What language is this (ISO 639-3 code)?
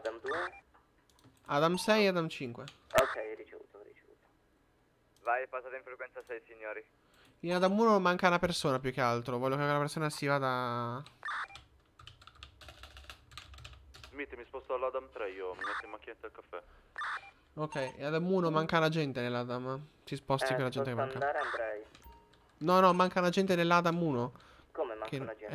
ita